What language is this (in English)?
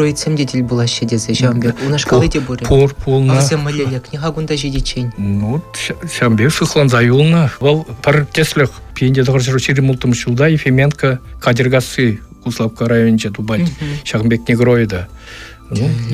Chuvash